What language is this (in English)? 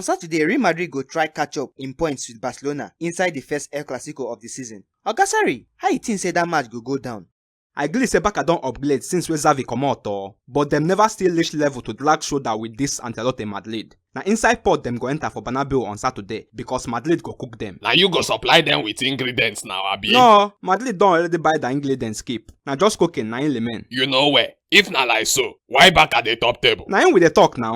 Nigerian Pidgin